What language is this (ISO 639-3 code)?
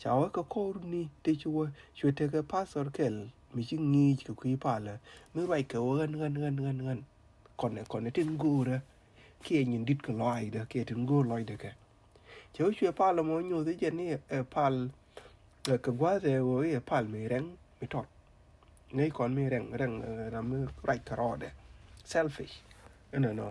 nus